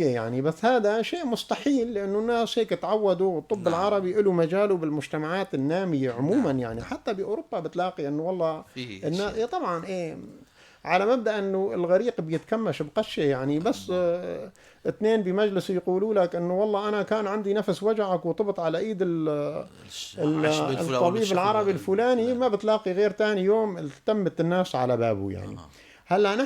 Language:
North Levantine Arabic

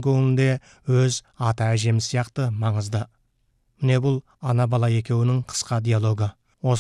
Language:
Kazakh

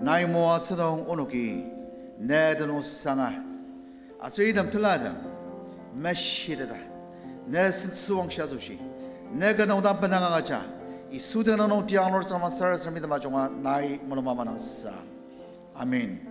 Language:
Ao Naga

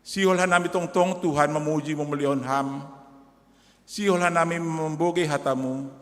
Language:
Batak Simalungun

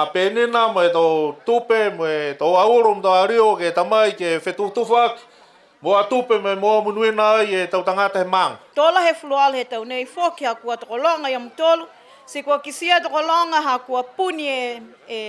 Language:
Niuean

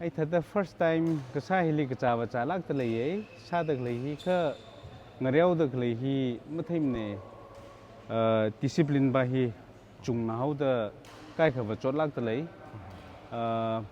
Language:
Tangkhul Naga (India)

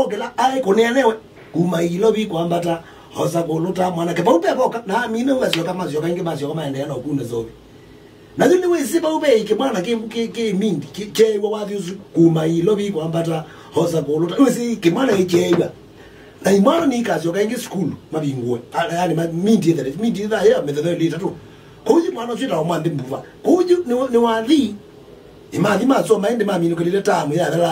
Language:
Kamba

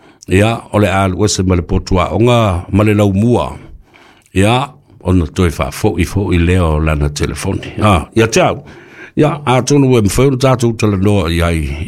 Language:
Samoan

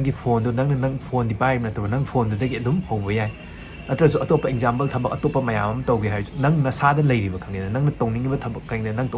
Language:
Manipuri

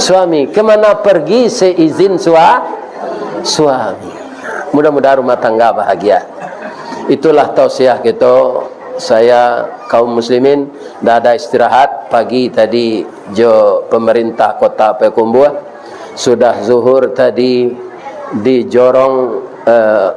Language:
Minangkabau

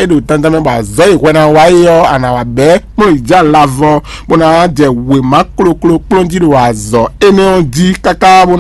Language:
Fon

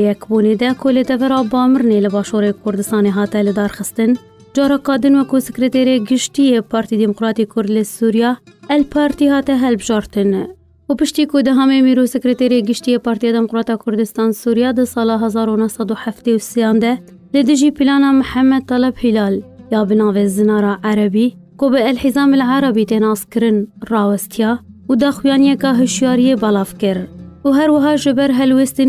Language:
Kurdish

